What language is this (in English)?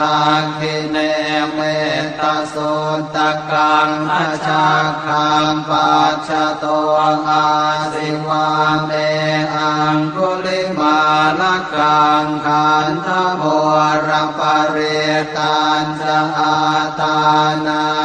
Pali